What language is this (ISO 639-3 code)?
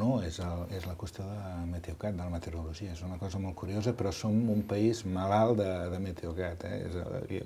cat